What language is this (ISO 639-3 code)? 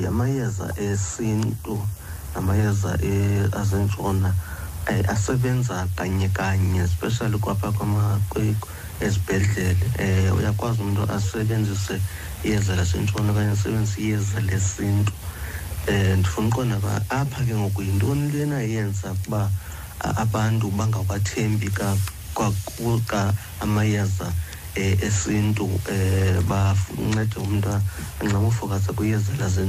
xho